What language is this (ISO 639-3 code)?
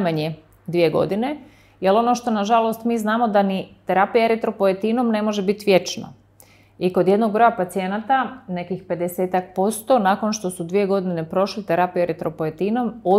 hrv